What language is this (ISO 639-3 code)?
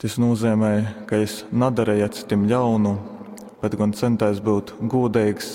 ltg